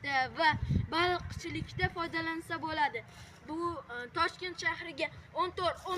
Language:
Uzbek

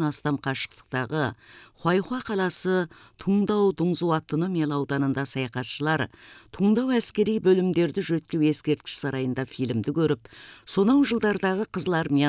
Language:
Kazakh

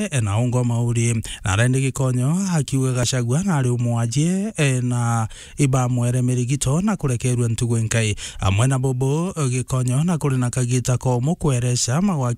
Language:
Meru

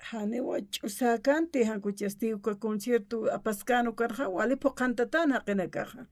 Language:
Aymara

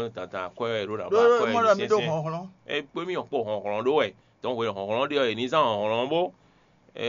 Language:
Fon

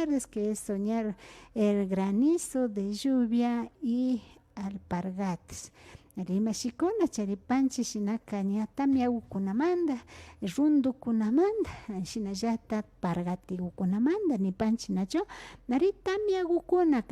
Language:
Imbabura Highland Quichua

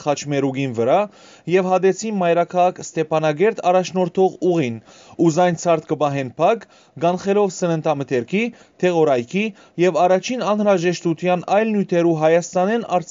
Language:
Western Armenian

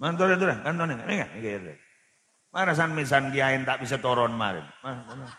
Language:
Madurese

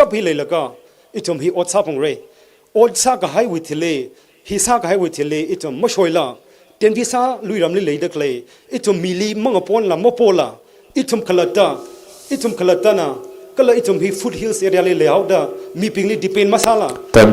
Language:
Tangkhul Naga (India)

